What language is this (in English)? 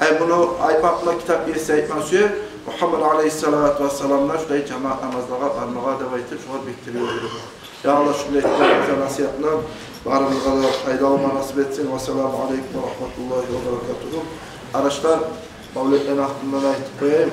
Kumyk